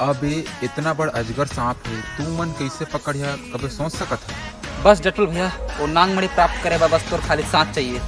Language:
Chhattisgarhi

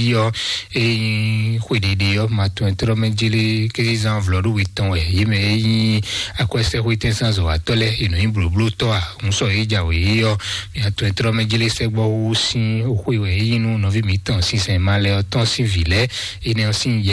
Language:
Fon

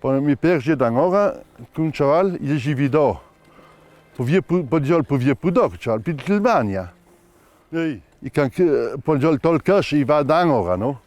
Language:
Ladin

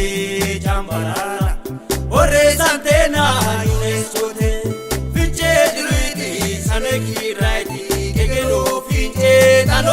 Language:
Sidamo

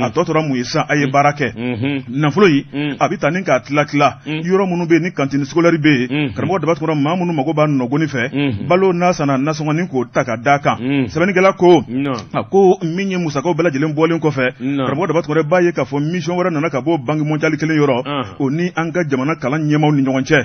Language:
Bambara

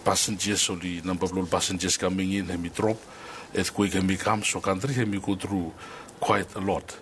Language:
Bislama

